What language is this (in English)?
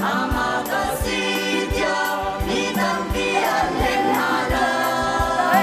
Hakha Chin